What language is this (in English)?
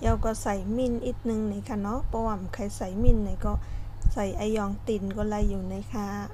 Shan